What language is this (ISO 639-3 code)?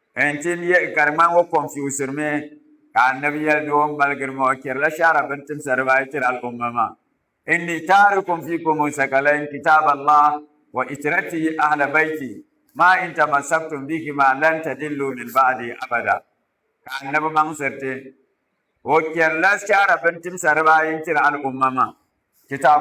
dag